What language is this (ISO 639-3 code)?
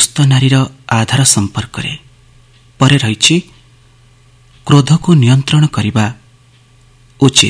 ori